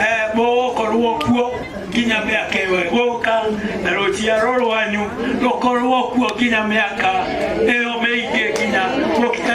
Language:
Kikuyu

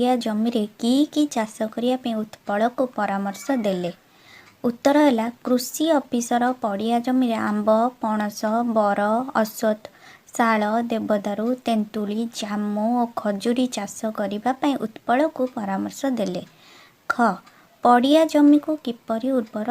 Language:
Odia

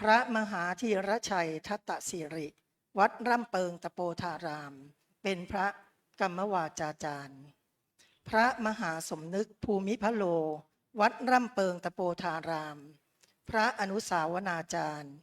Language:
Pali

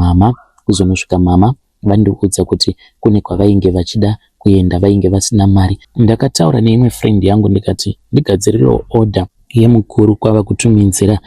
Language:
Shona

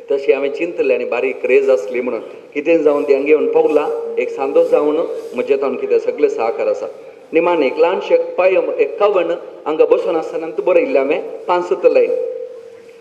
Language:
Konkani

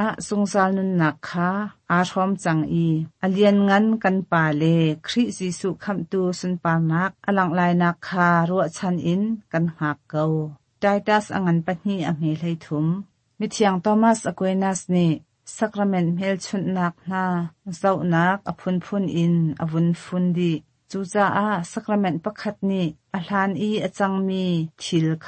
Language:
Hakha Chin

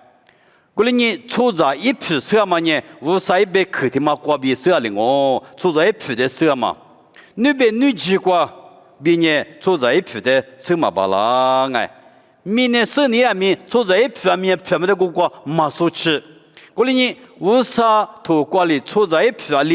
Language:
Lisu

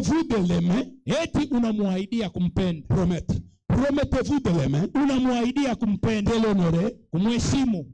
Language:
Swahili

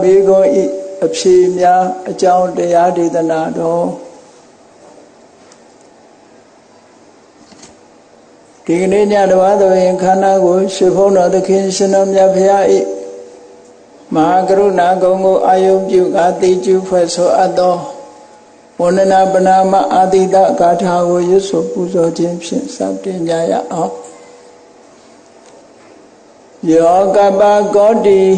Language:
Burmese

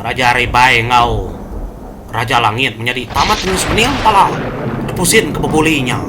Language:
Iban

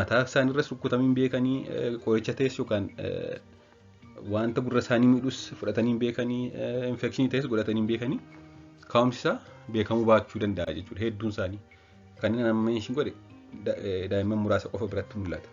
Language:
Oromo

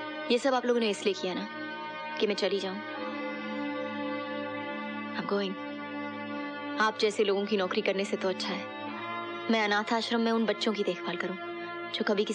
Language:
Hindi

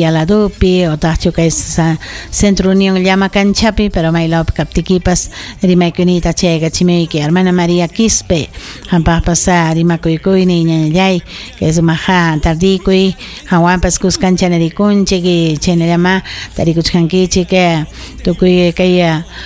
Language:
Ayacucho Quechua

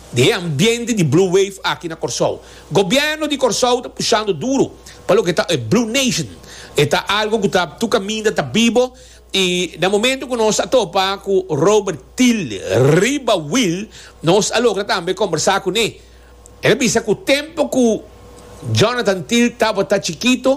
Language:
Papiamento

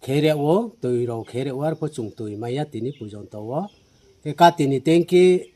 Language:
Riang (India)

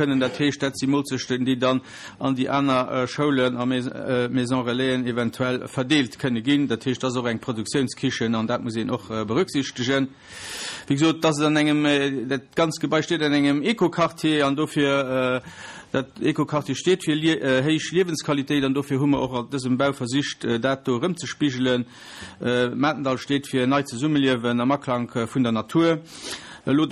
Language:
Luxembourgish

